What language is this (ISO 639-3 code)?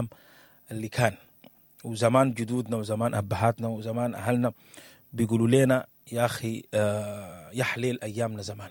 apd